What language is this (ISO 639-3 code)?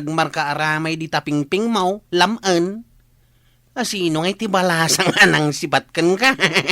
ilo